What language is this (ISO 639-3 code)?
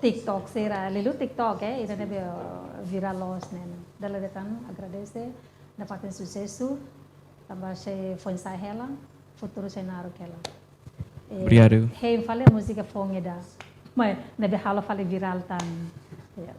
tet